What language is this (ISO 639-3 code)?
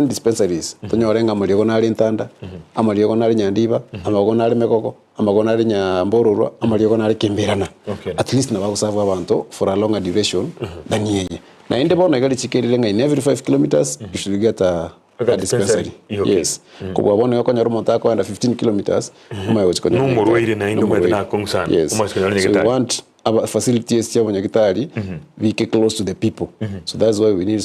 guz